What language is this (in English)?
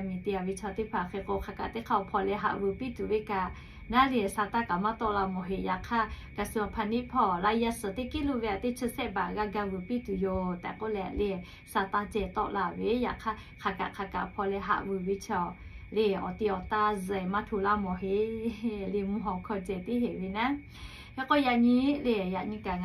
Lahu